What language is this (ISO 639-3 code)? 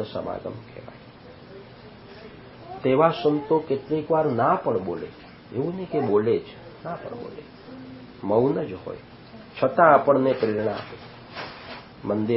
guj